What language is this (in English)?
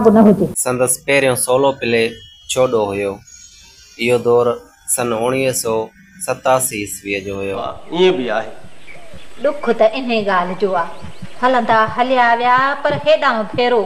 Sindhi